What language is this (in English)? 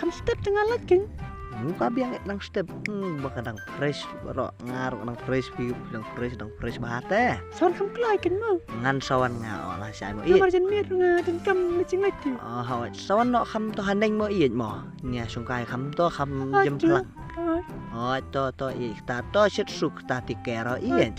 Khasi